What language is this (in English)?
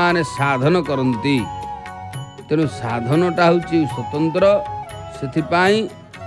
Odia